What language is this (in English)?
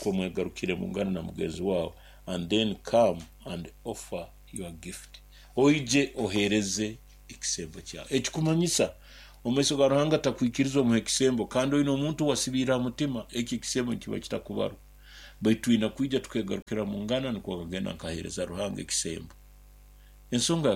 Nyoro